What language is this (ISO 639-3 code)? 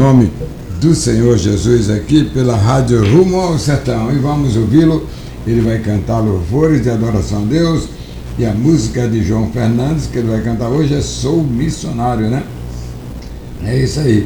por